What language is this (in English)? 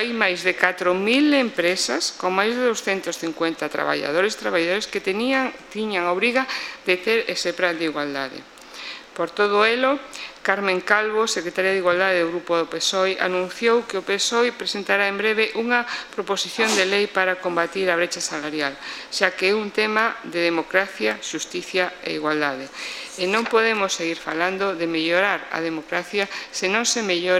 Galician